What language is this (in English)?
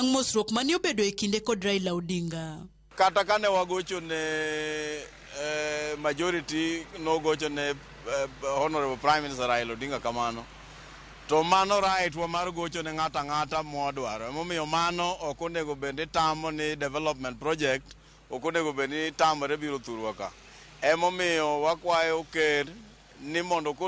Luo (Kenya and Tanzania)